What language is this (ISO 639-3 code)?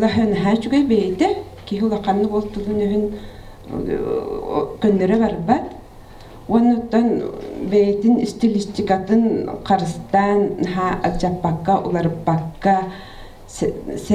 sah